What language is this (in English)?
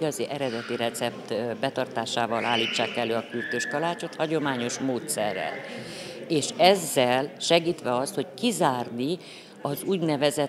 Hungarian